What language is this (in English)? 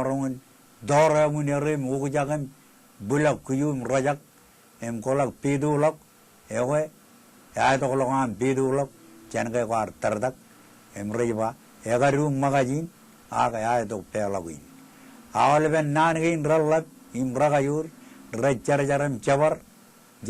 Marshallese